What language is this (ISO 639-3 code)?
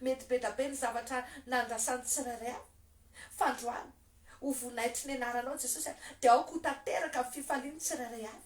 mlg